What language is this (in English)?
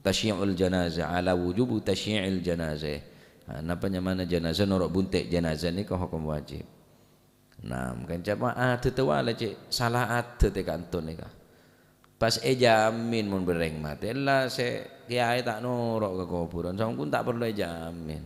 Madurese